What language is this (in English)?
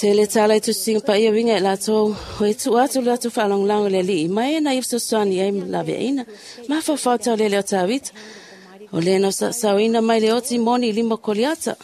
Samoan